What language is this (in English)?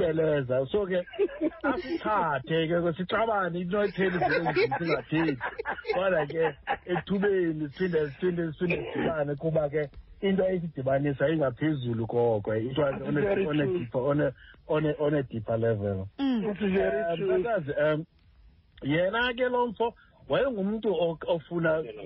Xhosa